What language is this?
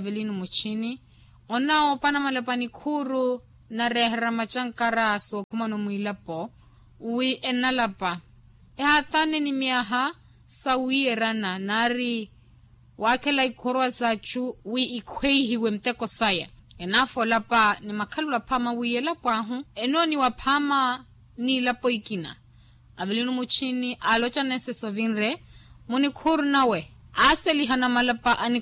Makhuwa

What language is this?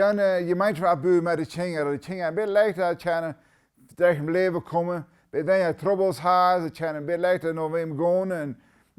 Plautdietsch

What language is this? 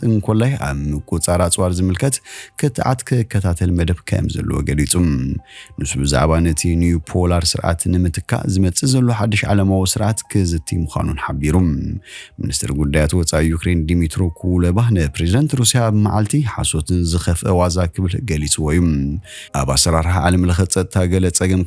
Tigrinya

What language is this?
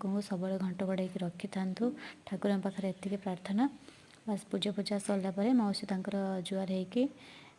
Odia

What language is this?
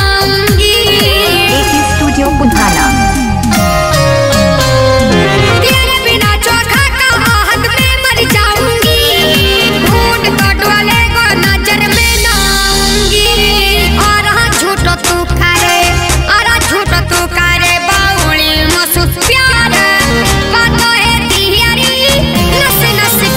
Mewati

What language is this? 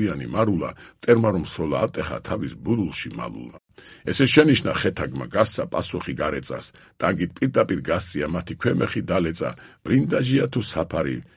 Georgian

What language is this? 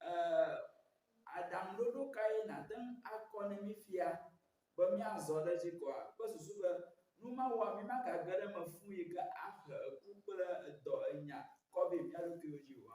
Ewe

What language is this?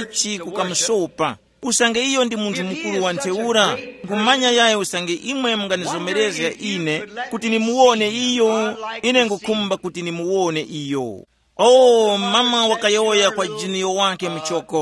Tumbuka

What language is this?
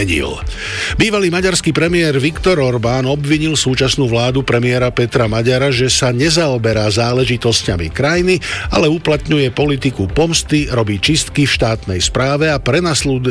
Slovak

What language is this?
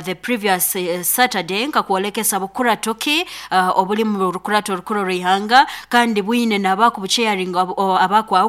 Nyoro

